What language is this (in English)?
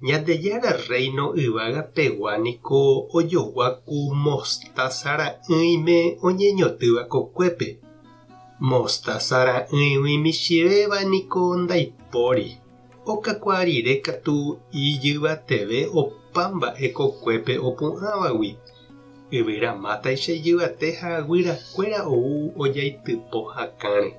Guarani